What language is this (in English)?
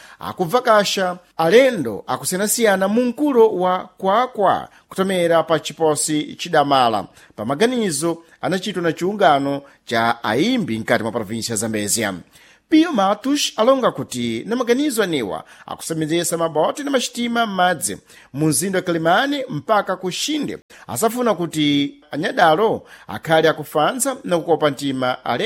Sena